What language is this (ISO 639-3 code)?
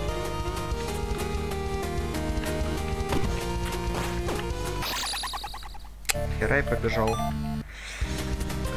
rus